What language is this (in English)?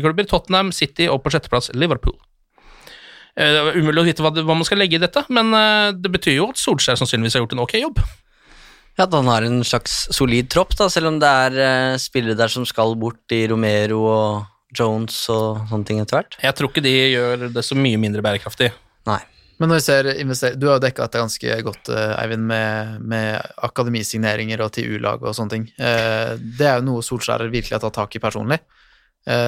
Norwegian